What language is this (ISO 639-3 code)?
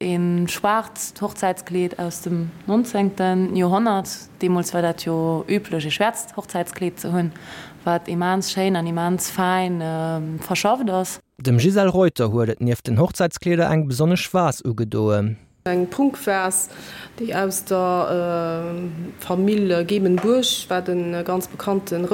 ltz